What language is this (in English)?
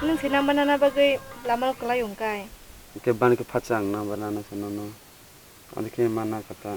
Kok Borok